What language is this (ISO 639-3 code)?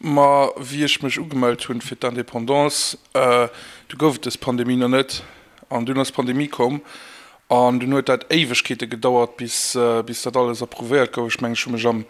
ltz